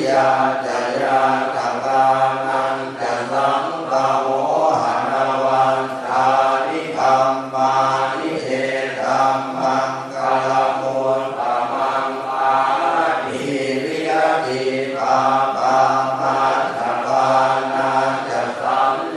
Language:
Pali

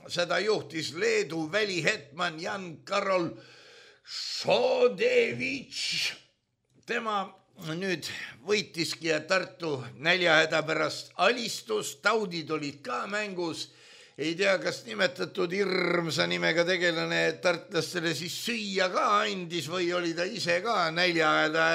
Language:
Estonian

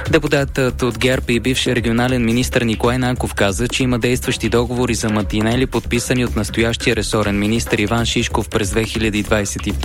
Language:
Bulgarian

